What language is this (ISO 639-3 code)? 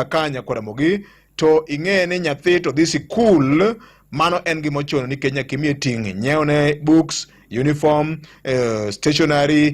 luo